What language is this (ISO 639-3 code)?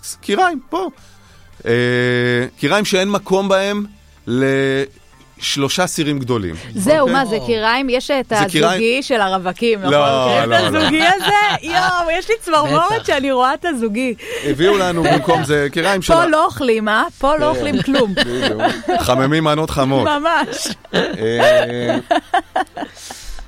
heb